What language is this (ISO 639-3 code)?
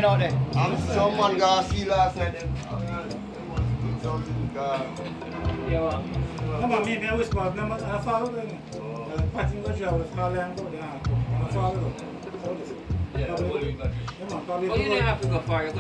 jam